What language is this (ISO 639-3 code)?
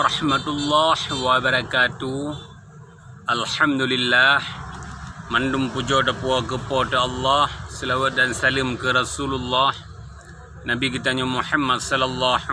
ace